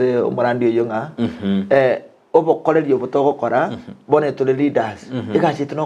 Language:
Gusii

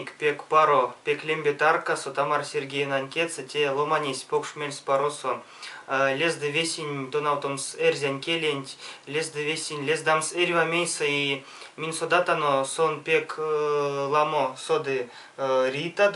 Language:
Erzya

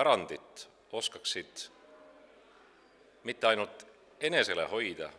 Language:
Estonian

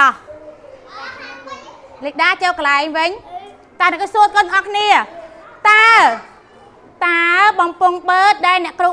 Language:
Khmer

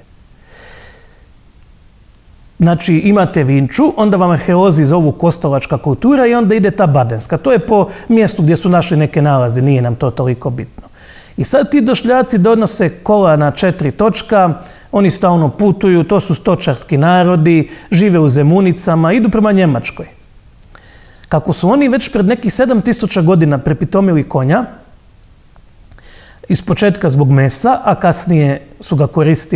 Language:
Croatian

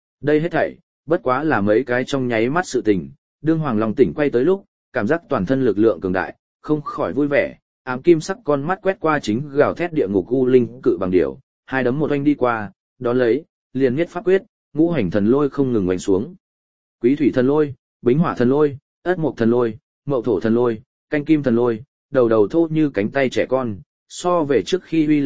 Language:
Vietnamese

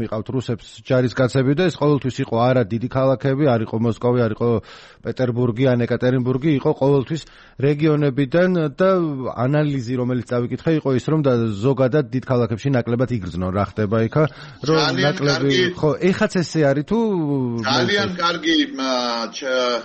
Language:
Georgian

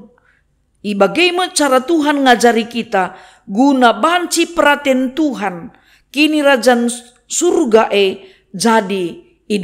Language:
Batak Karo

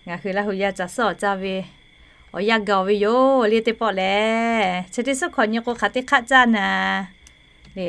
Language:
Lahu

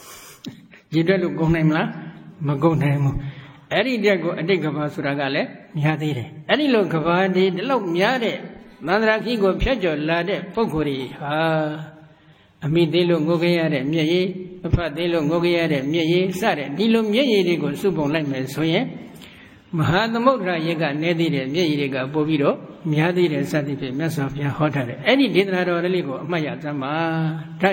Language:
Burmese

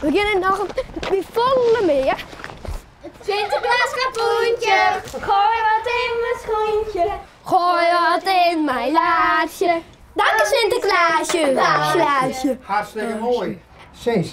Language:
Western Frisian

